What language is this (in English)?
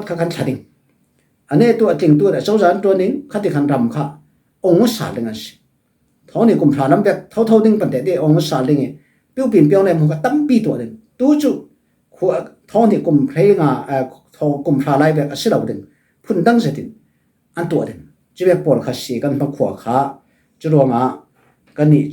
Falam Chin